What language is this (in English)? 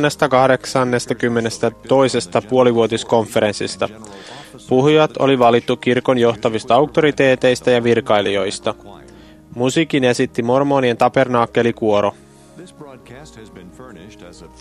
Finnish